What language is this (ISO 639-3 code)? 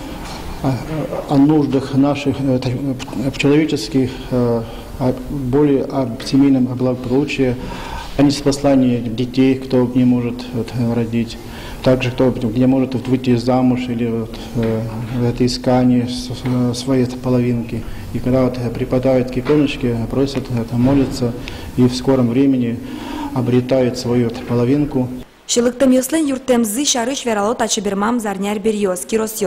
udm